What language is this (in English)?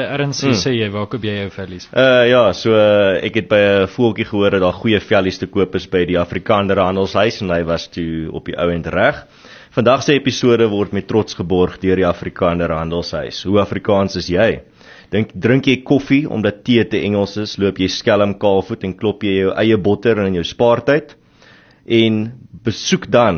Afrikaans